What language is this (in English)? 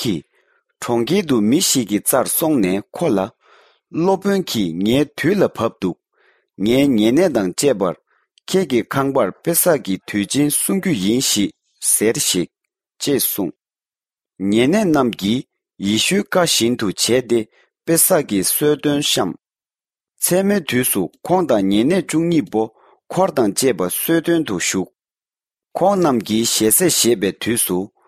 Tibetan